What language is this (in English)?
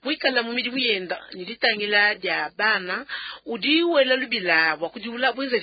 Luba-Lulua